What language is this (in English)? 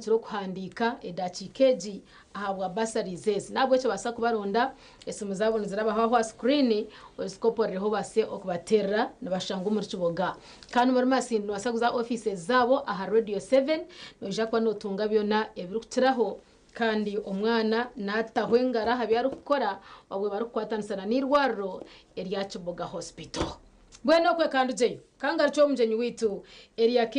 Nyankole